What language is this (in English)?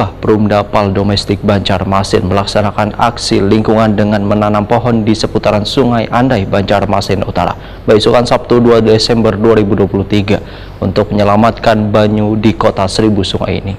Banjar